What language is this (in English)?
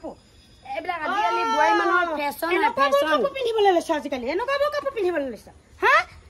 Assamese